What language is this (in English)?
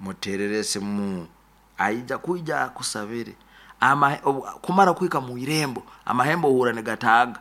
Nyoro